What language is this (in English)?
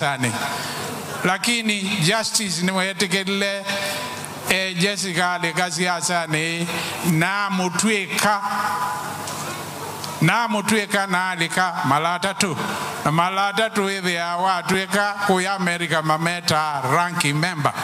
Swahili